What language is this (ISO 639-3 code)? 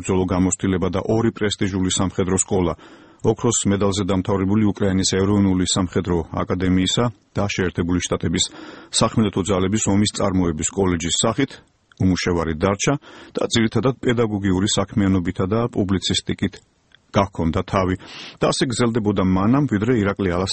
kat